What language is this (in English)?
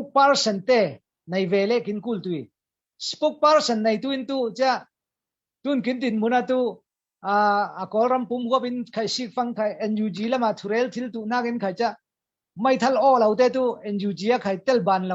Falam Chin